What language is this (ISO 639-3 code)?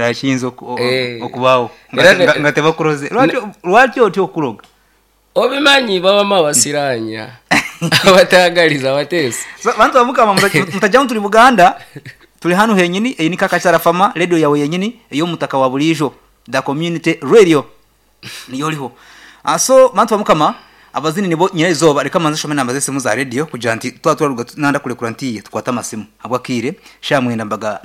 nyn